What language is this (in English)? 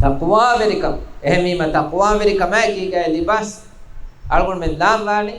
Divehi